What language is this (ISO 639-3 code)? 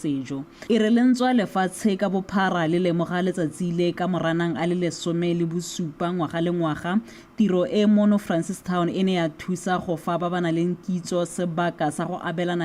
tsn